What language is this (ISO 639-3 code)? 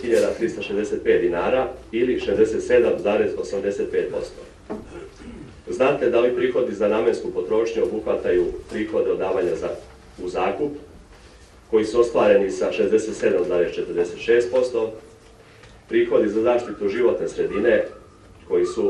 srp